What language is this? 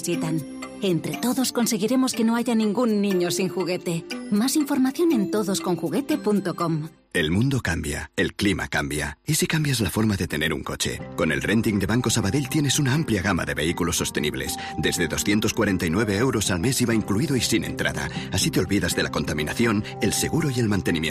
Spanish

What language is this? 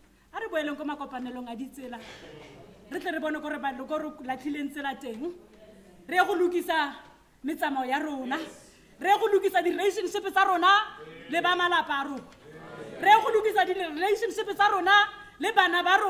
Tswana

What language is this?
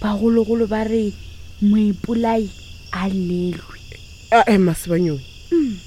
Northern Sotho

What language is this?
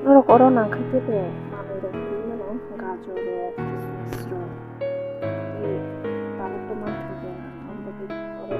Kok Borok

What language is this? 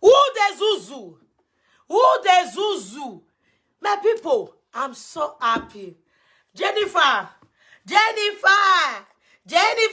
Nigerian Pidgin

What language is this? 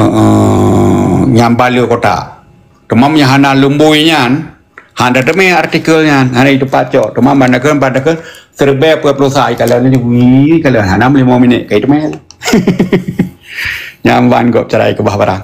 Achinese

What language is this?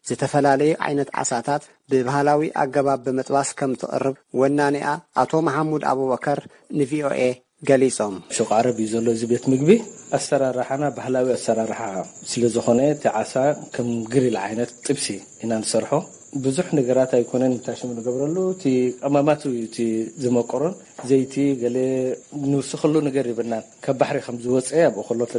Tigrinya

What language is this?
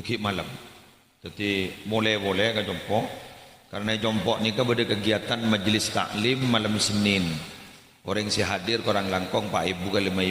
Madurese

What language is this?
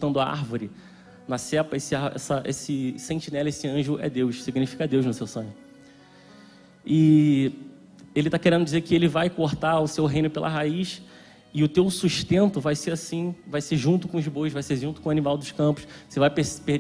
Portuguese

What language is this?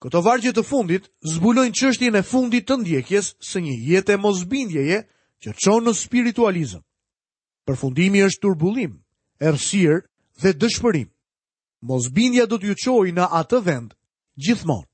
Albanian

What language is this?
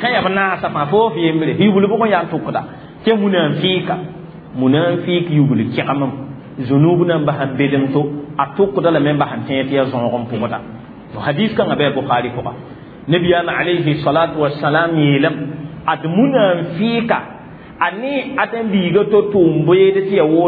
Mossi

